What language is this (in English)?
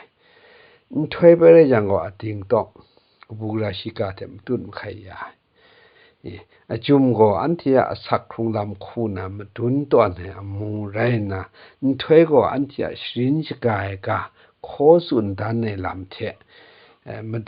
Kachin